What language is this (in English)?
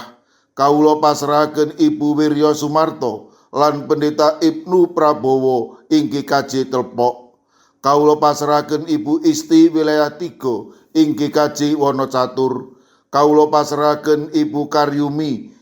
Javanese